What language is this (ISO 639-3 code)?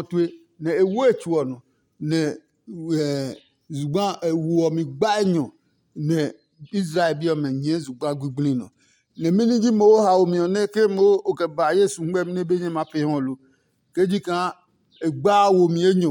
ada